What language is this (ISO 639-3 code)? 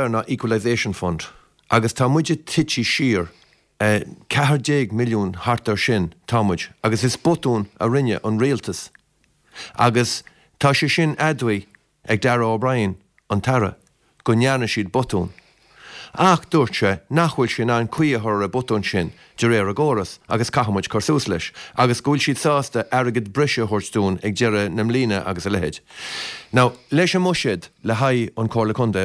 gle